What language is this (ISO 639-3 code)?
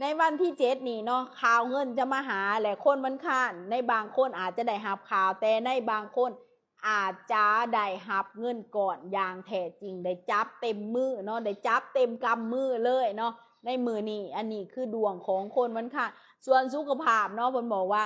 lao